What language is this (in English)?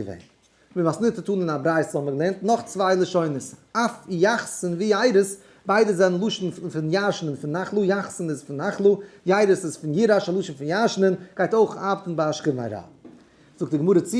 Yiddish